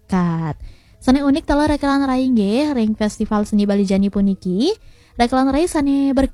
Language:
Balinese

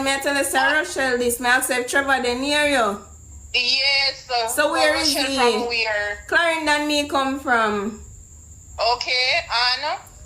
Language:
Jamaican Creole English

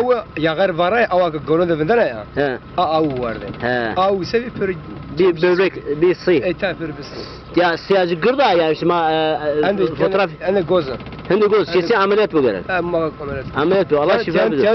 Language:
Zaza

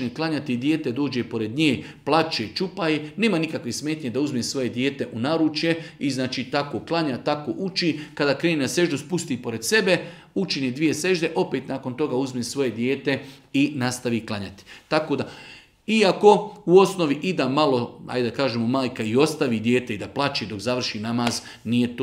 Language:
Bosnian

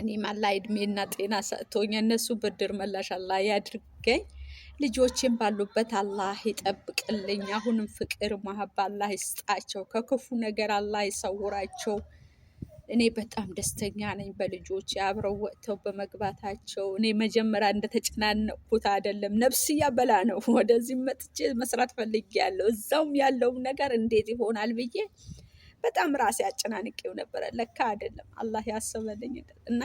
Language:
Amharic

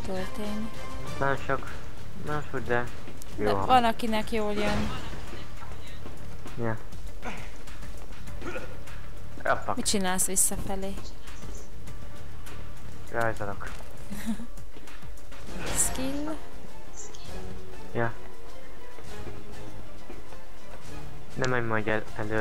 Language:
Hungarian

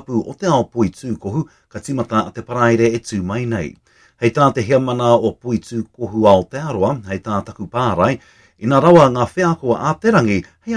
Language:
Māori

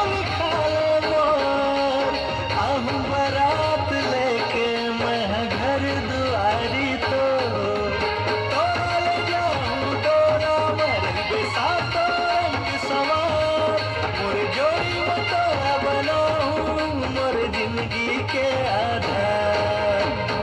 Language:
Chhattisgarhi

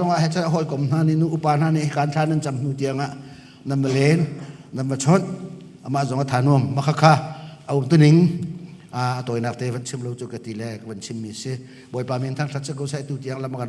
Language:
Hakha Chin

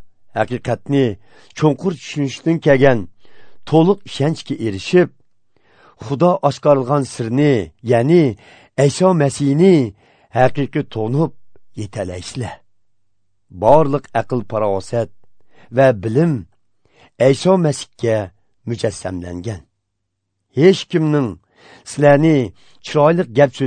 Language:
Uyghur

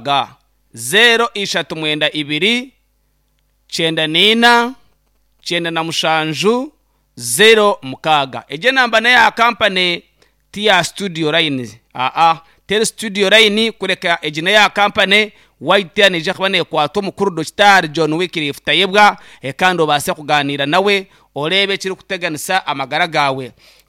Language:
Nyankole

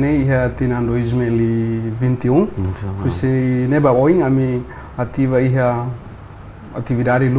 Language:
Tetum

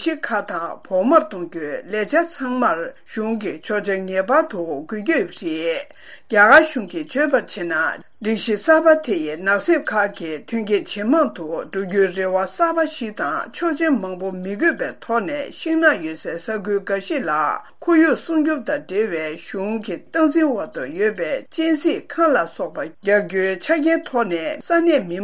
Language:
Tibetan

